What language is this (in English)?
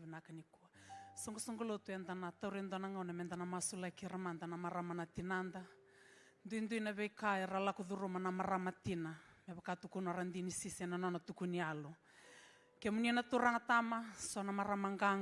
Fijian